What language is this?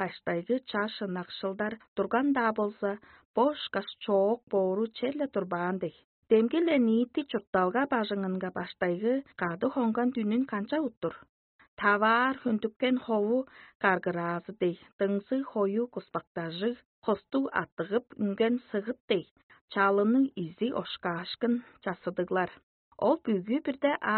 Tuvinian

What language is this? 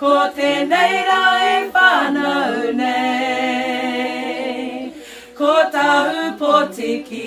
Māori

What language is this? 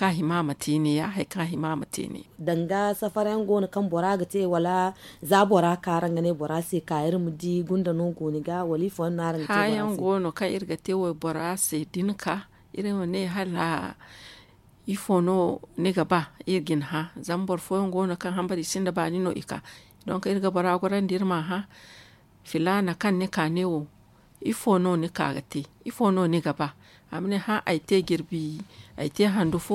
Zarma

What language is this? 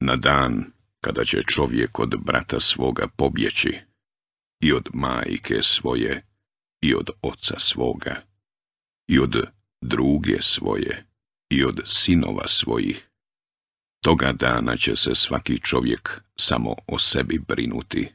Bosnian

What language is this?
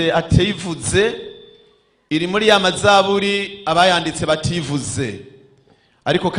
Rundi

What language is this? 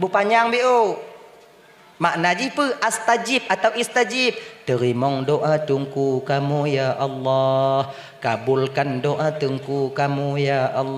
Achinese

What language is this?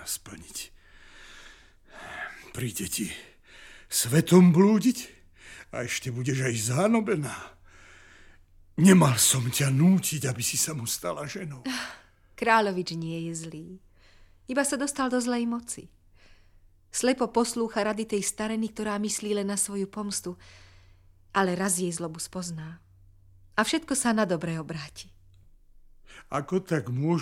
Slovak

